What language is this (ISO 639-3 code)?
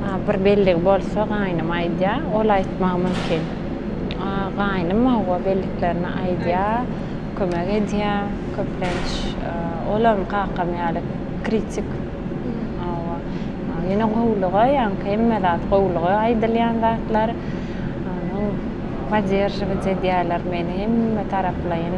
tuk